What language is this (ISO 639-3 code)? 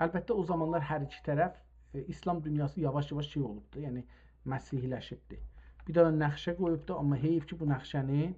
azb